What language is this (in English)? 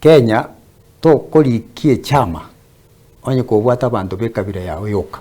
Gusii